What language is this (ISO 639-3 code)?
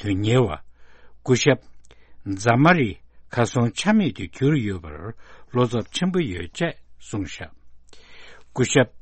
bod